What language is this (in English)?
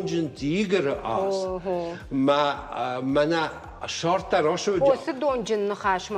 Ossetic